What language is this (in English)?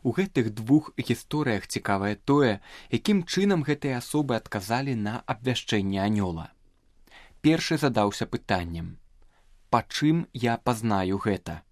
Belarusian